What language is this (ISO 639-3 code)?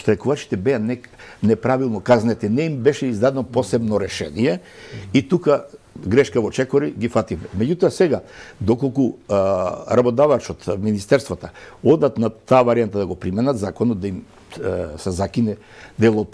mkd